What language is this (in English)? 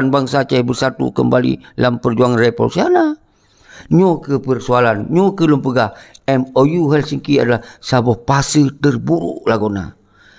Achinese